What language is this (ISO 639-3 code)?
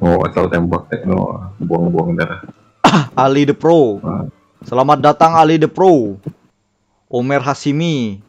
bjn